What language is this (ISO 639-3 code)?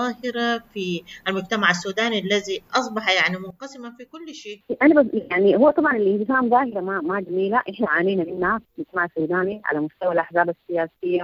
apd